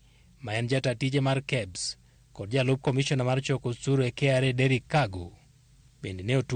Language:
Luo (Kenya and Tanzania)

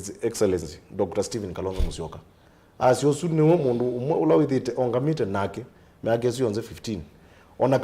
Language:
Kamba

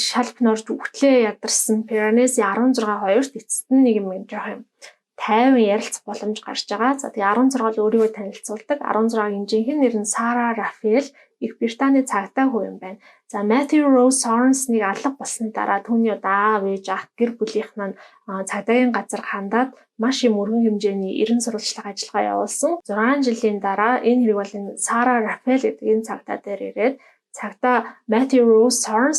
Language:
Mongolian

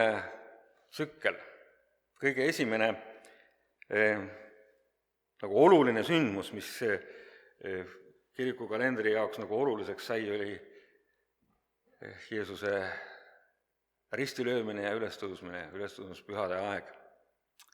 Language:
Estonian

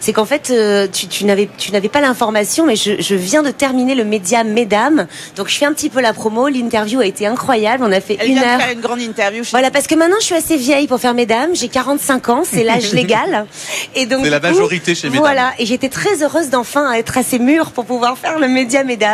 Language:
French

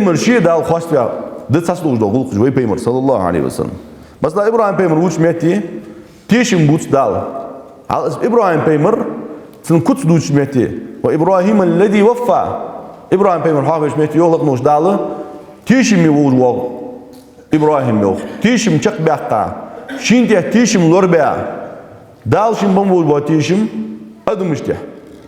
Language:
Ingush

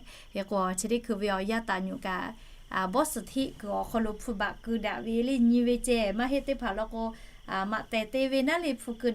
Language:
Lahu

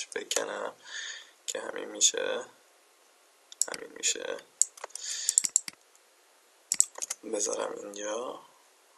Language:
Persian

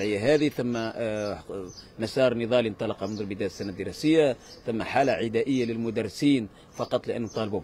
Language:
Tunisian Arabic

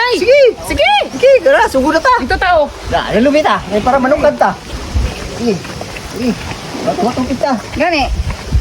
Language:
Cebuano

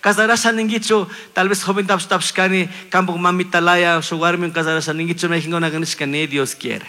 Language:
Chimborazo Highland Quichua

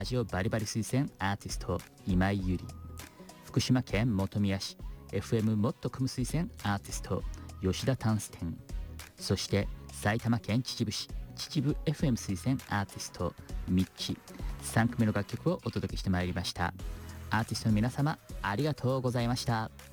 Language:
Japanese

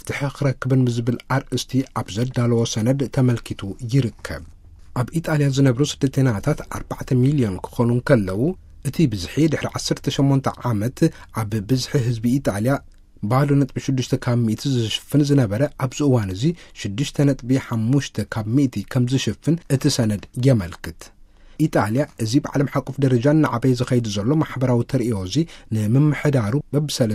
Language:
Tigrinya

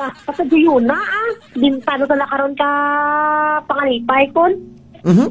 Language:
Hiligaynon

